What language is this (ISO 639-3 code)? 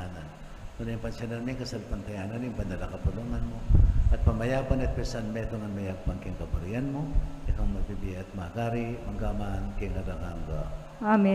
pam